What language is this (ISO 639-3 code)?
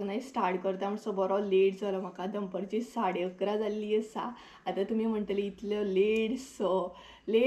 kok